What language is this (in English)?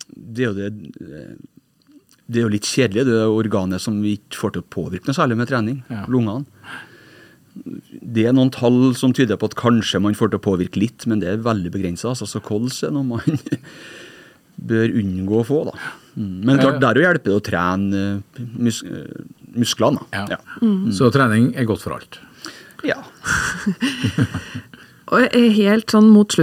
Norwegian